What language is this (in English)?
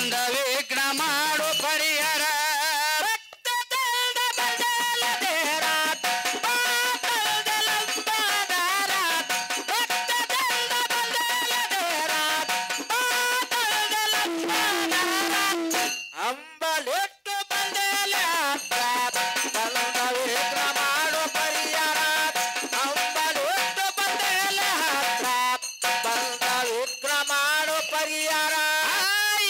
Kannada